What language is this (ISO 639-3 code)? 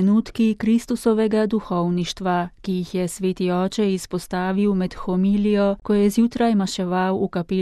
slv